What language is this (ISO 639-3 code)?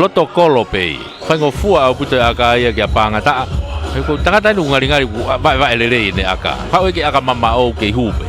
ton